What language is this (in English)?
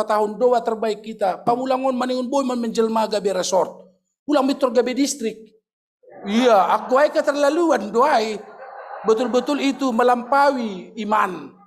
Batak Simalungun